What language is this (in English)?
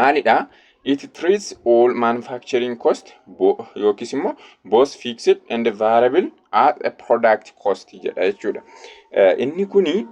Oromo